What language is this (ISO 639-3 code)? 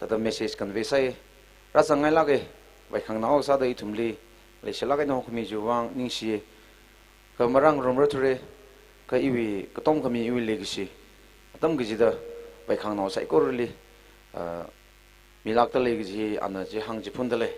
nmf